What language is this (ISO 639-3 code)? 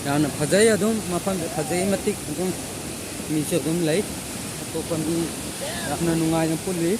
mni